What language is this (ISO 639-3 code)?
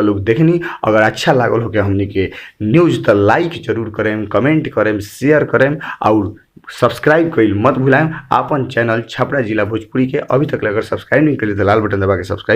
bho